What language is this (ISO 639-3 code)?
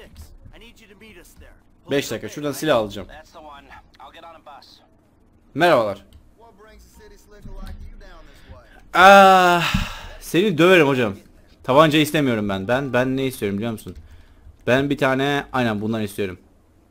tur